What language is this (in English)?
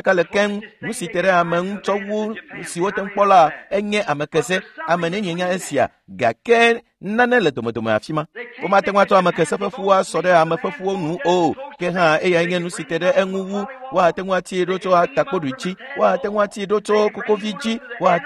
Ewe